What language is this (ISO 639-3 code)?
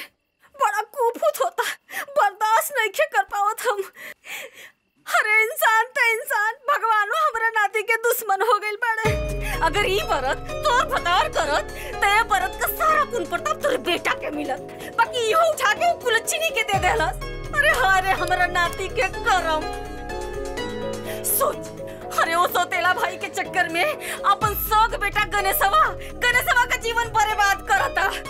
bho